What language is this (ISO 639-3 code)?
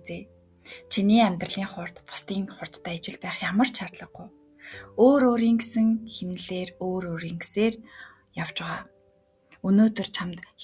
mon